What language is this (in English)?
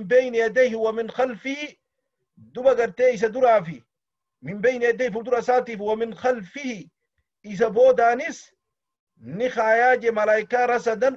Oromo